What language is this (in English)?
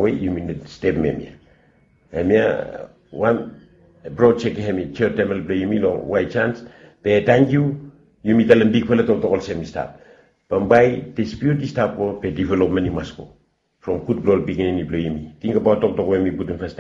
Bislama